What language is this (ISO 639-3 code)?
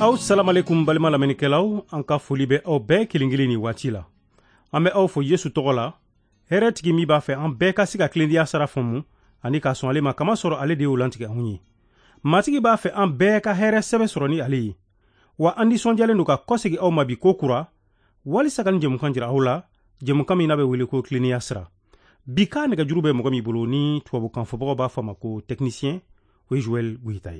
bam